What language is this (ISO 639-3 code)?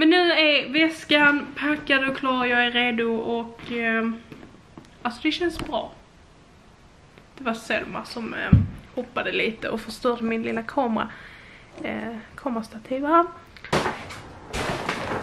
swe